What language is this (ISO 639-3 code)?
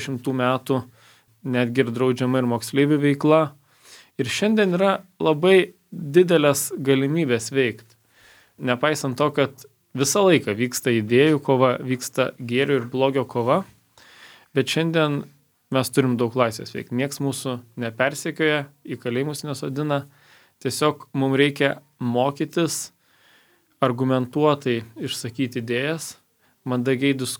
lit